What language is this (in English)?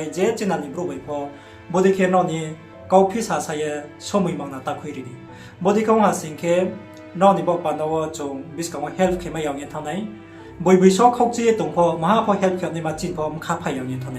Riang (India)